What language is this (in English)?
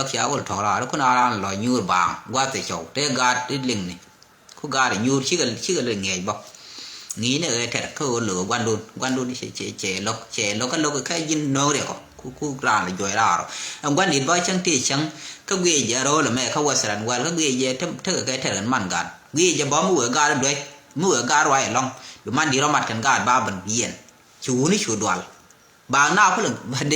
Nuer